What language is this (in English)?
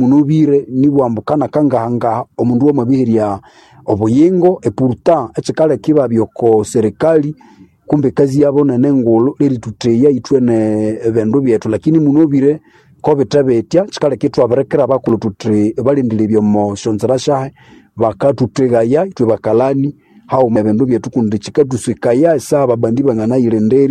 Nande